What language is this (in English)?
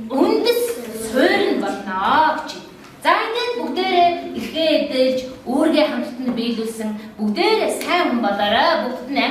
Mongolian